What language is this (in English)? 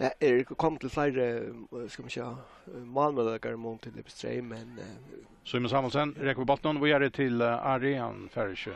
Faroese